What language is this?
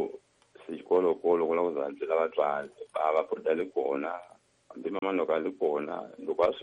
Tsonga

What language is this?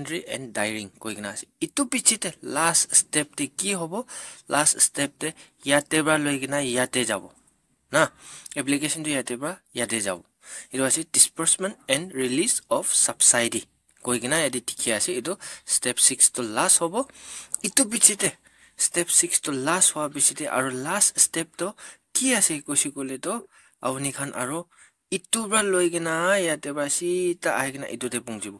Naga Pidgin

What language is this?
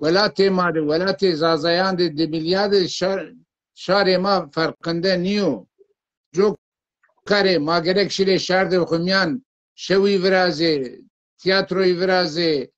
Zaza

